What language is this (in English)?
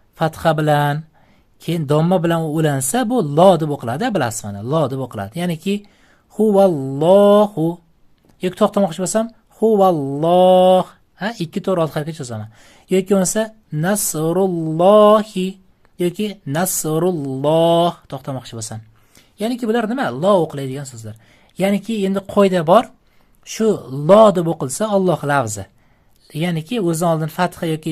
Uzbek